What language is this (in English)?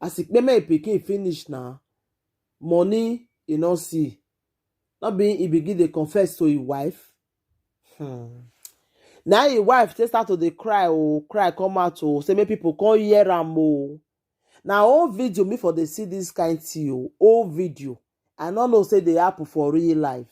Nigerian Pidgin